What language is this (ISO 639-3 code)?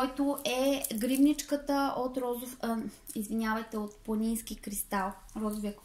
bul